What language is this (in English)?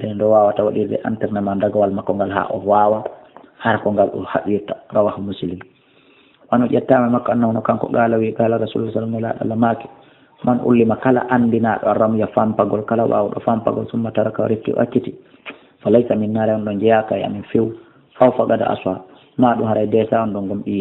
Fula